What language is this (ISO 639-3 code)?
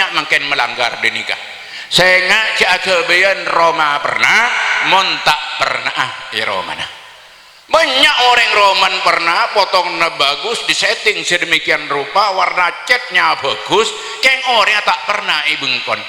mad